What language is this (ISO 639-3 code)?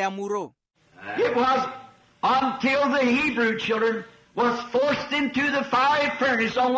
vmw